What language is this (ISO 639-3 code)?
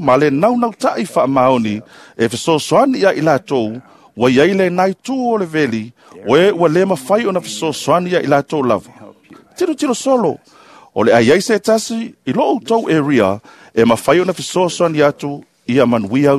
smo